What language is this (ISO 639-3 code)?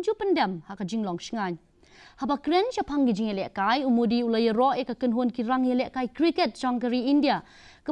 kha